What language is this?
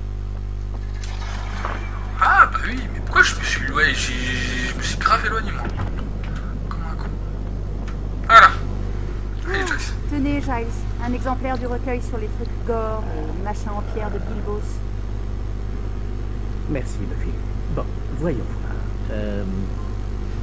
French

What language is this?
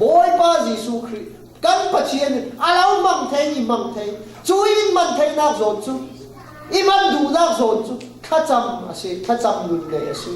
Falam Chin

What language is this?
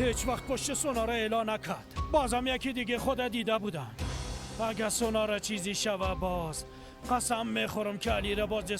Persian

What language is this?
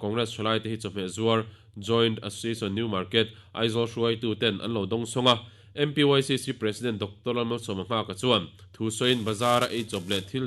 Mizo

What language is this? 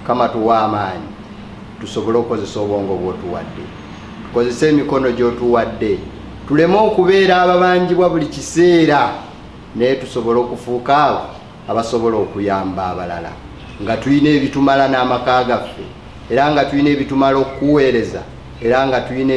Ganda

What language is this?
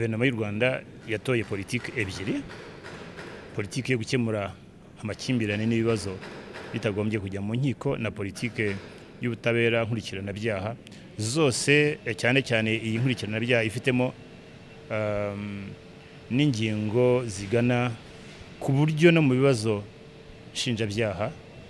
Kinyarwanda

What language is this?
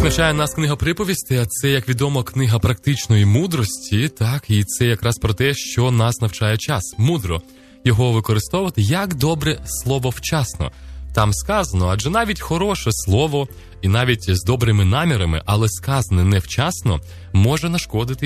Ukrainian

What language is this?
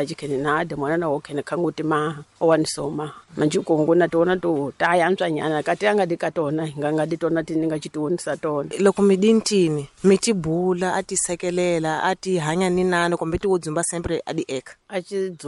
Tsonga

